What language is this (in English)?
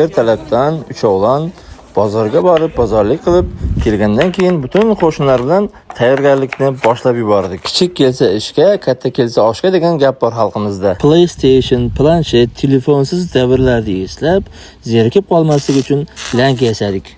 Uzbek